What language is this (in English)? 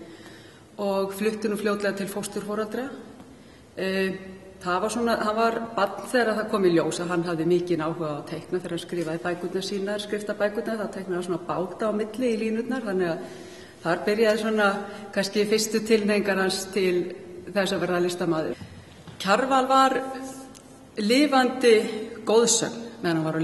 Icelandic